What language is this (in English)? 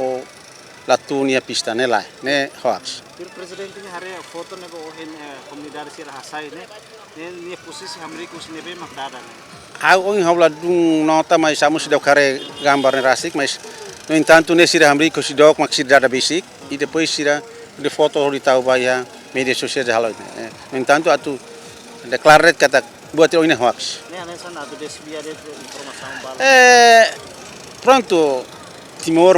Tetum